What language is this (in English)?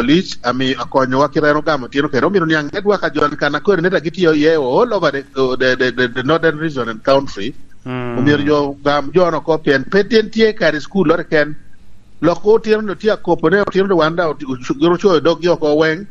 Lango (Uganda)